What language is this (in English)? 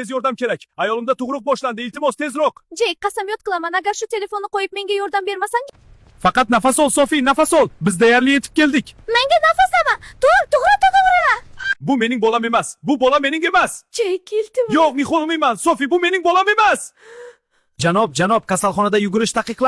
Uzbek